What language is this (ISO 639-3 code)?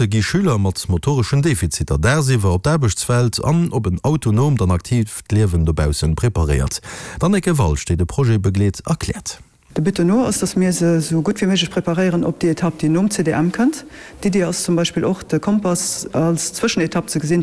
ltz